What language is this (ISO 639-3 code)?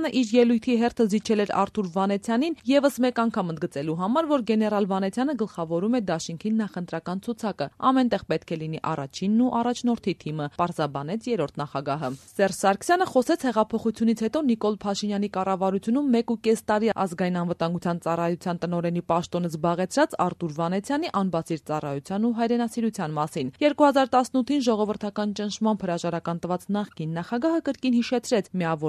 hye